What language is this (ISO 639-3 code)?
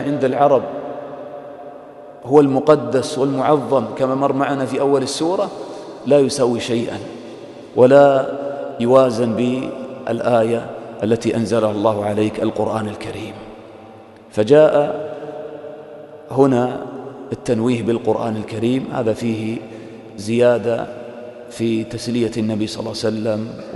ara